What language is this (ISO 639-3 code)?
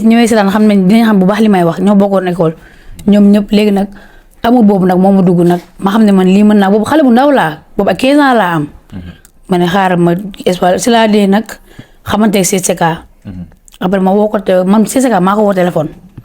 wol